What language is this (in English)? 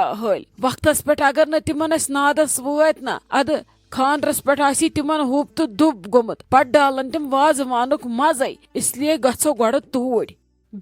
Kashmiri